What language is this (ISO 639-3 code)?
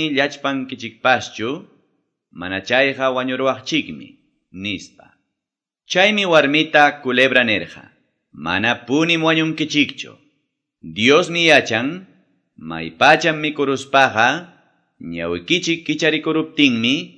que